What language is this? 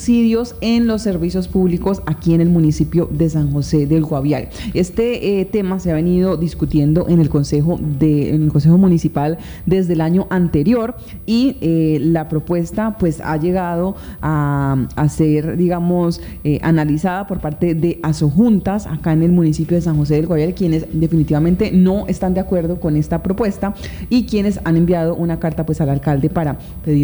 Spanish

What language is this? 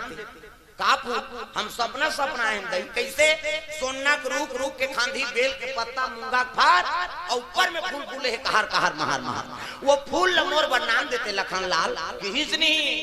Chhattisgarhi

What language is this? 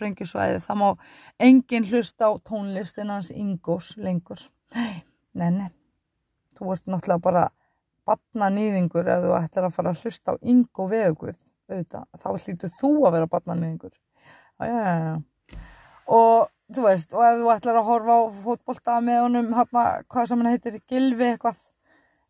Icelandic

